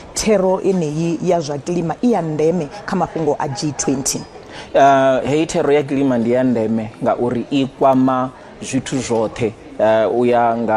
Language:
Venda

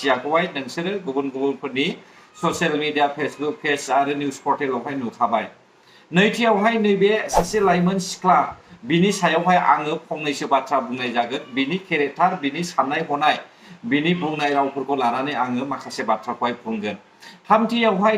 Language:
Bodo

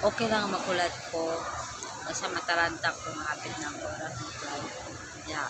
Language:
Cebuano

